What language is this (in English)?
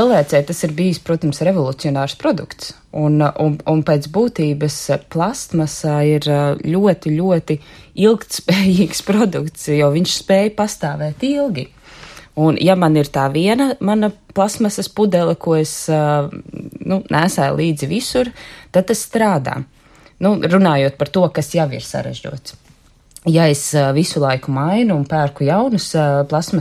Latvian